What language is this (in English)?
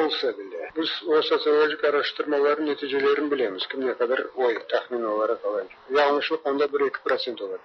Tatar